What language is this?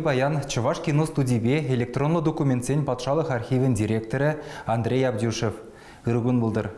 Chuvash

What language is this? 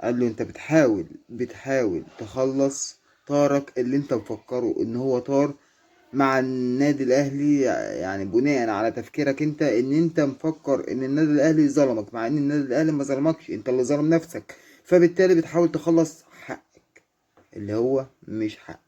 Egyptian Arabic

